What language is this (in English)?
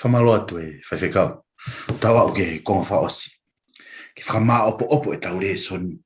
Tongan